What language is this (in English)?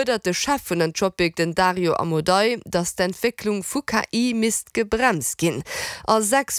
Luxembourgish